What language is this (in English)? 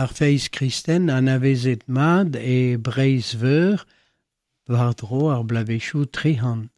Breton